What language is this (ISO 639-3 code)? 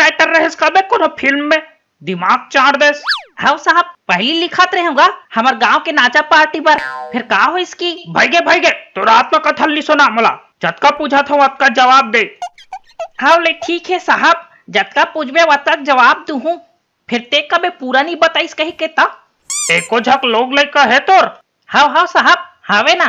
hne